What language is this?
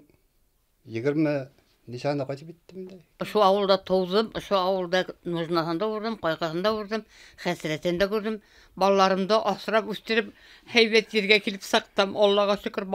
Bashkir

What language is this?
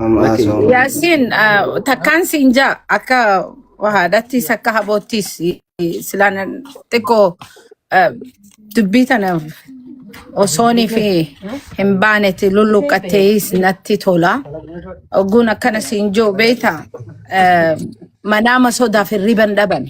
Oromo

